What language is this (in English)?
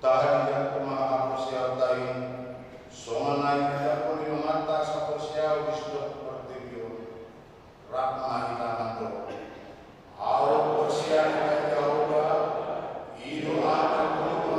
Batak Toba